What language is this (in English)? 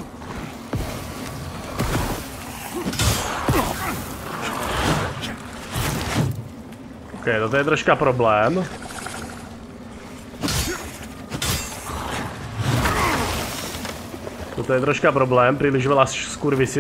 Slovak